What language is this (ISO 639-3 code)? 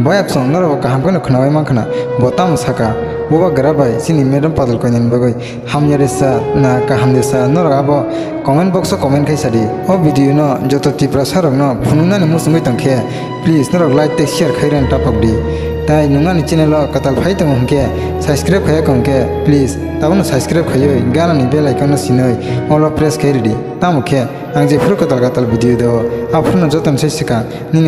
trp